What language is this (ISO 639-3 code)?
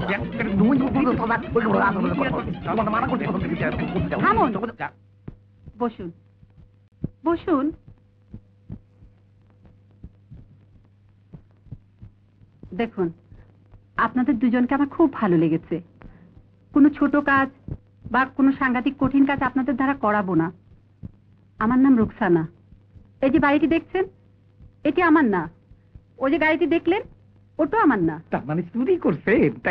ben